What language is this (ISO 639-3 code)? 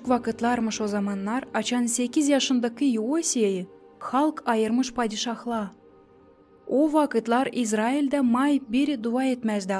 gag